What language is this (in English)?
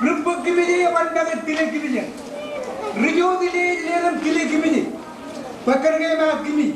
Marshallese